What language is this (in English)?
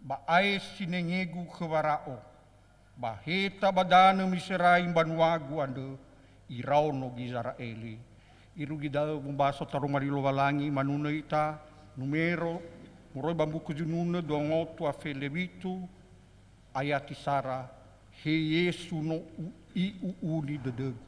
Nias